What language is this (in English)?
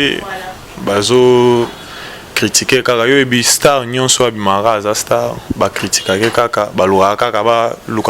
Lingala